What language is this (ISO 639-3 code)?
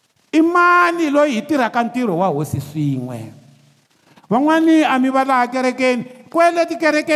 tso